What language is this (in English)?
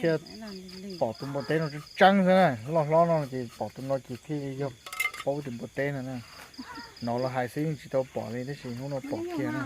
Hmong